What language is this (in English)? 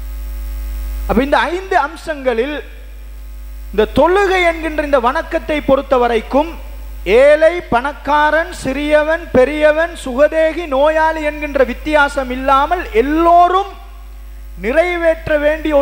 Tamil